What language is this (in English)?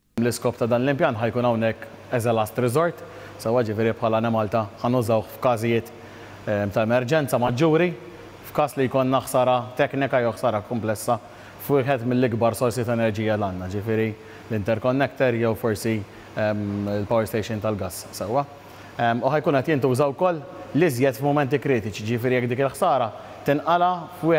Maltese